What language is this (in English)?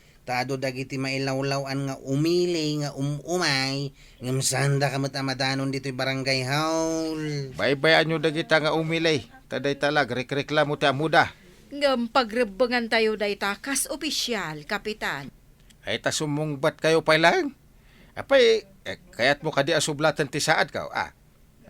Iloko